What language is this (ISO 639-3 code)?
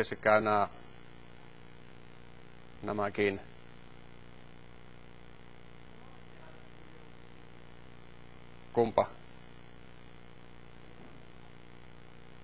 fin